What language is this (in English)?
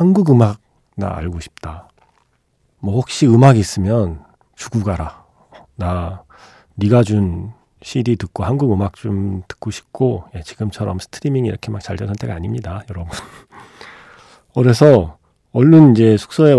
Korean